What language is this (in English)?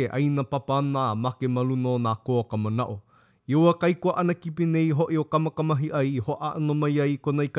Hawaiian